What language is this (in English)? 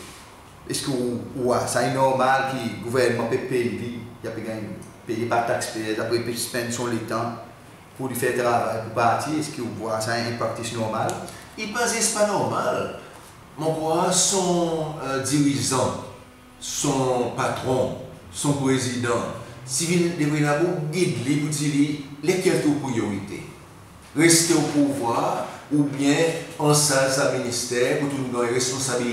Seselwa Creole French